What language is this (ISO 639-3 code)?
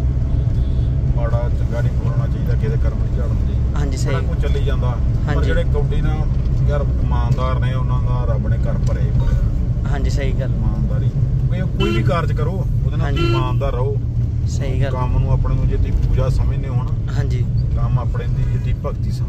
pan